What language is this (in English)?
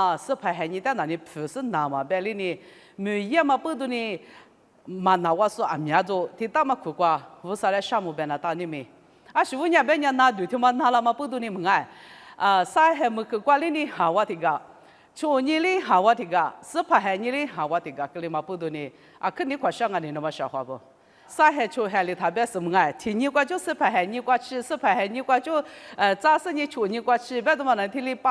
Lisu